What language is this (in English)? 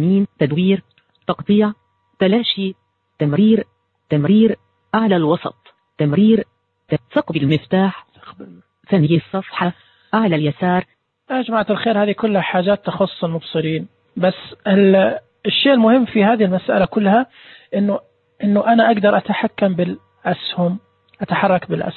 Najdi Arabic